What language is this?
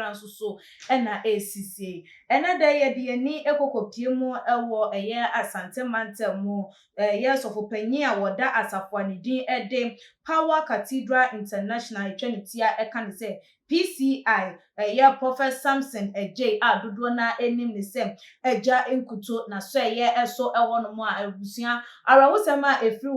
Akan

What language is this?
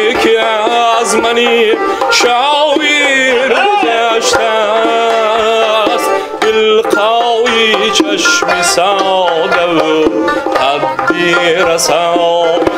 Tajik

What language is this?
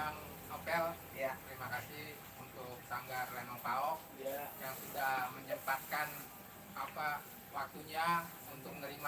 Betawi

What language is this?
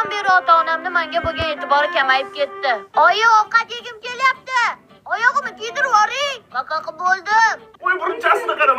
Uzbek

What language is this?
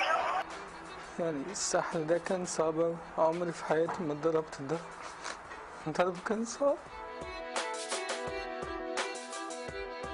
Egyptian Arabic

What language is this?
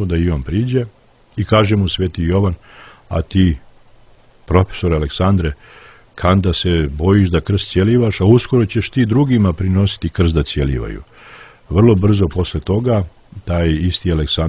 Serbian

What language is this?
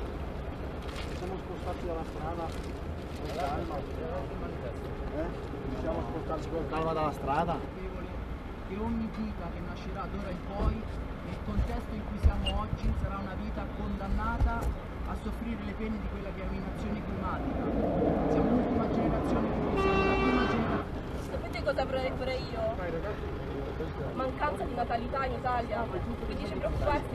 Italian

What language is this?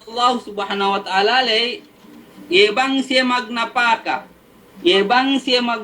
Yakan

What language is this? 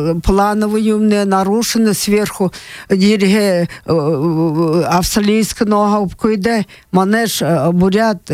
Buriat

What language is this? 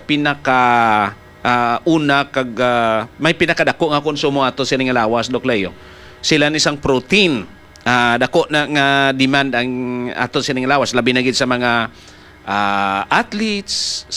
Hiligaynon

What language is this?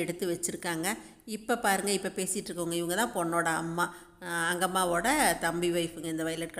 Tamil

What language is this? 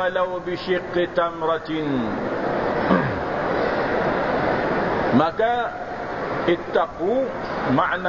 Malay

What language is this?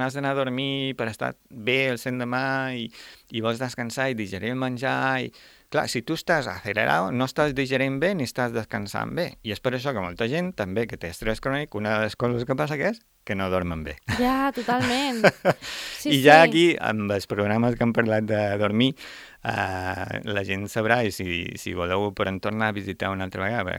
Catalan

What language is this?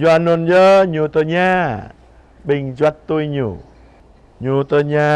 Jarai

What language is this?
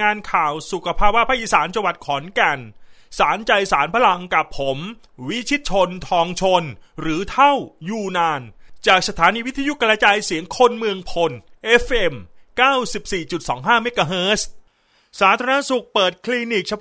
Thai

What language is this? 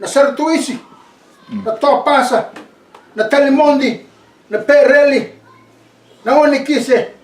Fijian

